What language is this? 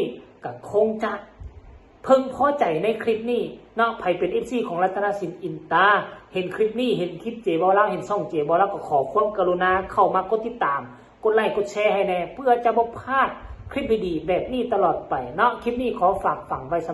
Northeastern Thai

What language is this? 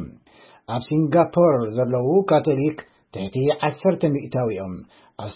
Tigrinya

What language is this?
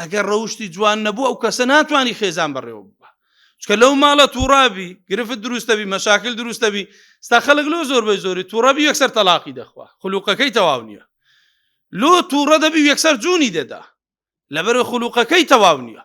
Central Kurdish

